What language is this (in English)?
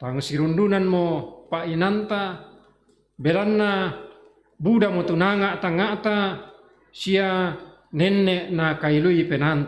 Toraja-Sa'dan